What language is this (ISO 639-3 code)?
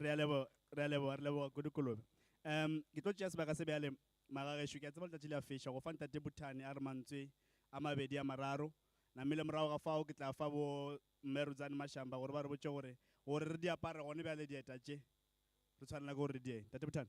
nso